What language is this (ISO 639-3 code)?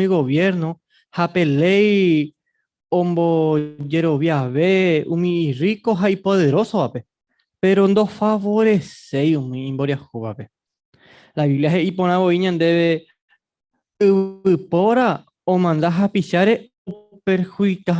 grn